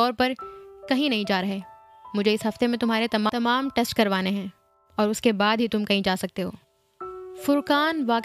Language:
Urdu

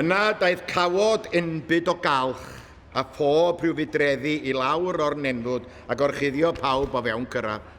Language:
Welsh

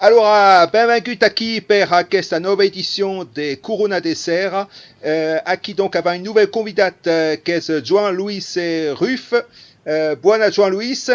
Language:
Occitan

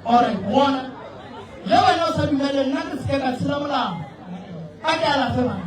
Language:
Northern Sotho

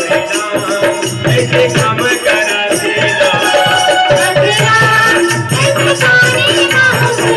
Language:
Chhattisgarhi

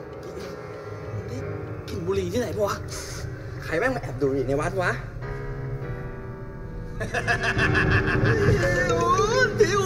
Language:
Thai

